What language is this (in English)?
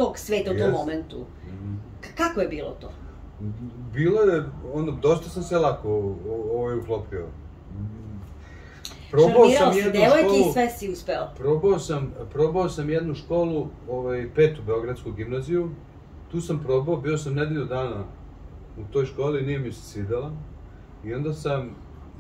Serbian